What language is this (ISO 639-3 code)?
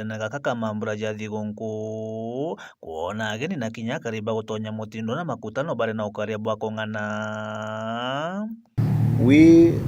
mer